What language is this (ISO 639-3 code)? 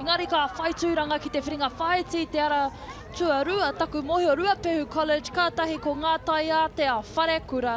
mri